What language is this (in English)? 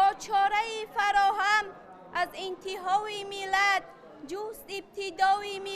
Tajik